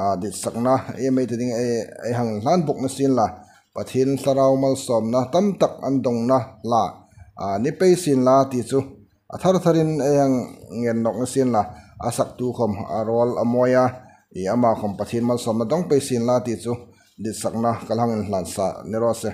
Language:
Hmar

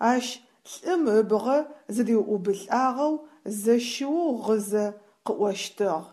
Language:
Adyghe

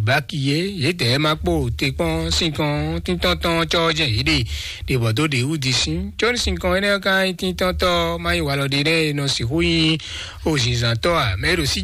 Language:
Fon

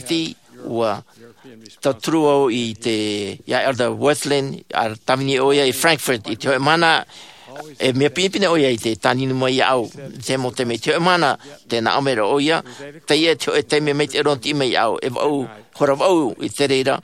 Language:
Tahitian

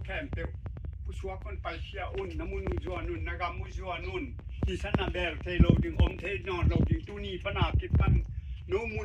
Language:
Tedim Chin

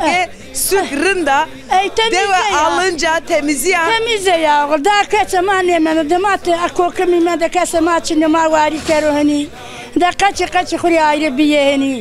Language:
Zaza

